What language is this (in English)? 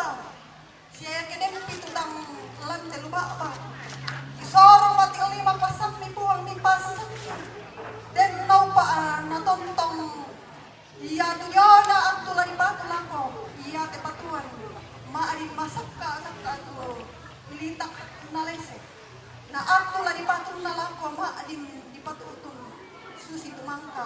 Toraja-Sa'dan